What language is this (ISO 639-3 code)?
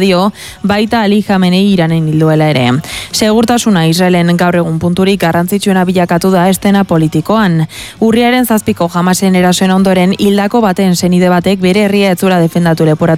eus